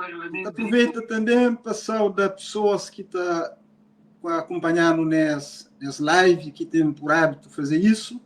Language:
Kabuverdianu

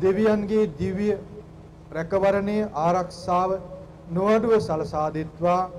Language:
Sinhala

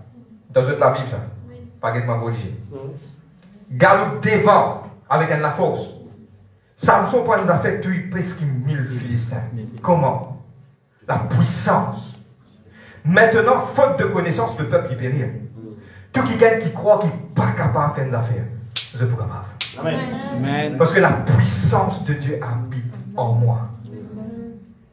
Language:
French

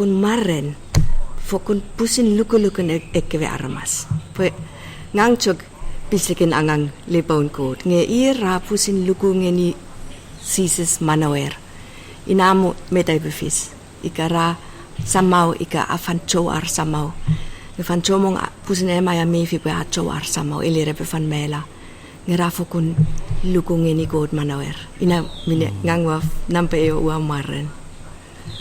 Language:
Chuukese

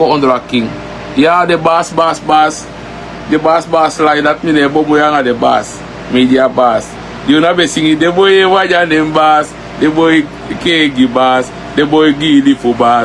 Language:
Sranan Tongo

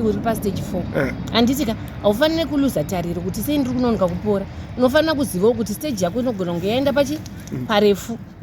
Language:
Shona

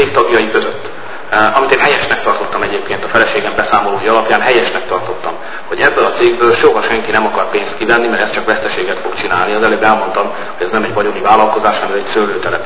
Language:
Hungarian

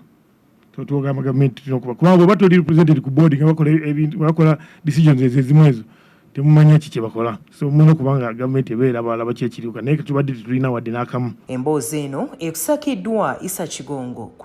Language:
Ganda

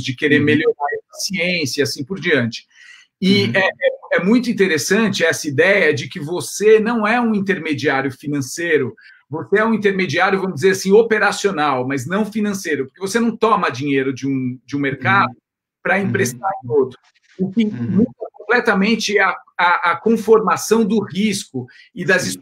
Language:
Portuguese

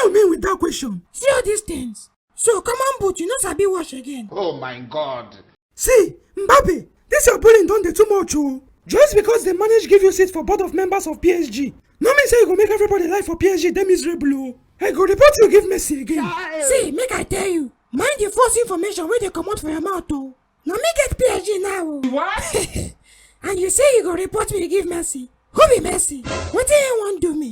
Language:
Nigerian Pidgin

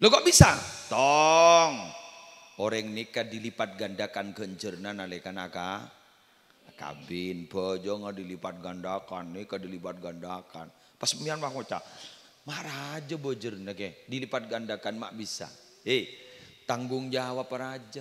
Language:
Madurese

